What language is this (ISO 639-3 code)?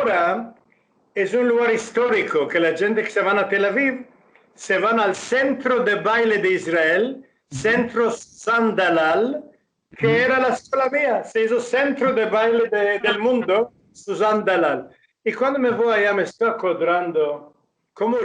lad